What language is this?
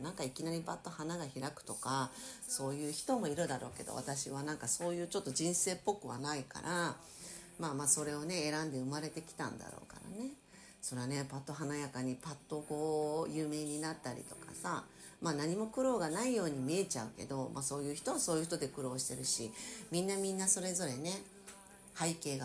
Japanese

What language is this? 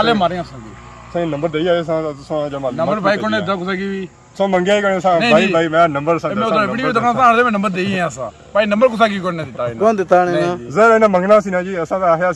Pahari-Potwari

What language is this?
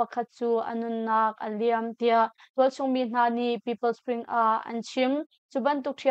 Hakha Chin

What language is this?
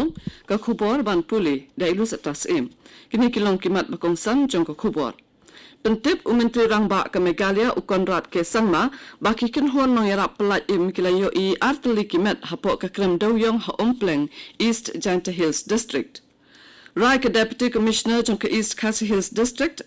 Khasi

